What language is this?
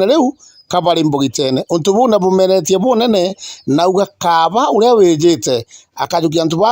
Meru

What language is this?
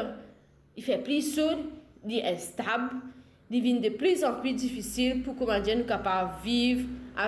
Morisyen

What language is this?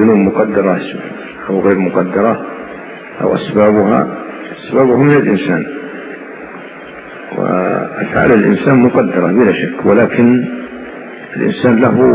Arabic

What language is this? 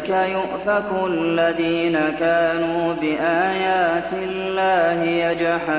Arabic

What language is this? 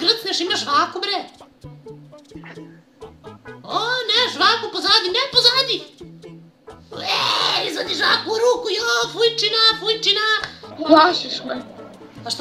Serbian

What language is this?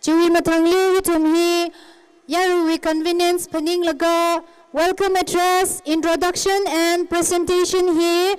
Tangkhul Naga (India)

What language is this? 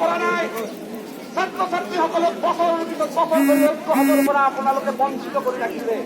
Assamese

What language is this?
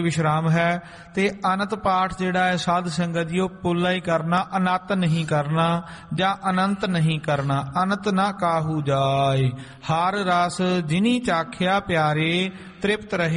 Punjabi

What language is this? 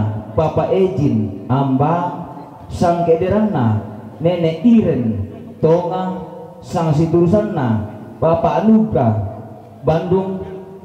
Toraja-Sa'dan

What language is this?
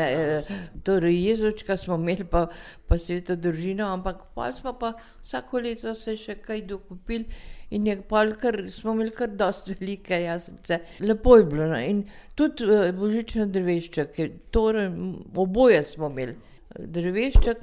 Slovenian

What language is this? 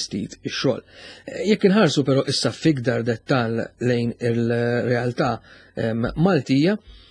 Maltese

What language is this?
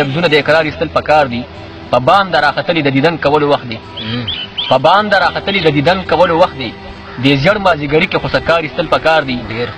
Pashto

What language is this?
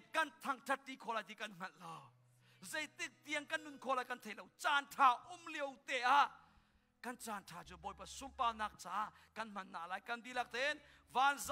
Hakha Chin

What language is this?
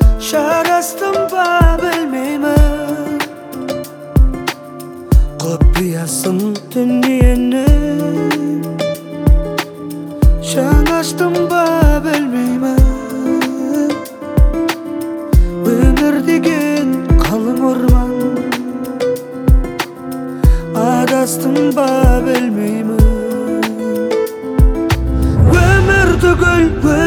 Kazakh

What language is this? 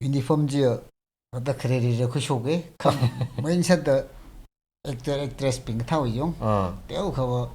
Tangkhul Naga (India)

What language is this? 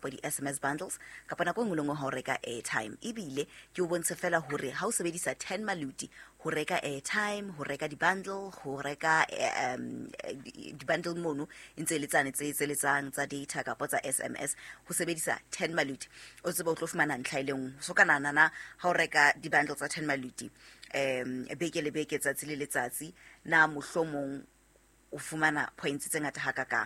Southern Sotho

